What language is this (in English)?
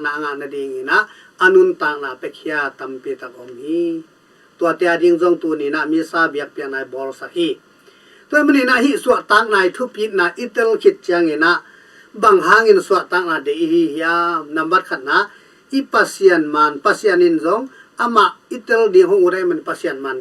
Tedim Chin